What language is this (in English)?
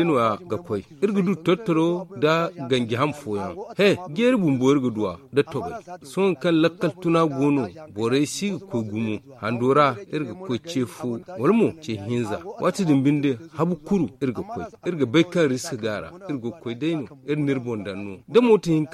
Zarma